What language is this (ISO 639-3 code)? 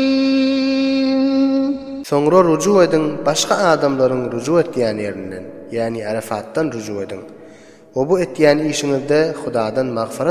tuk